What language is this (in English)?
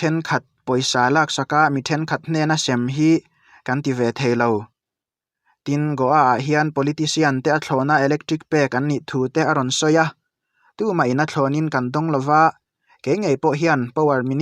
Mizo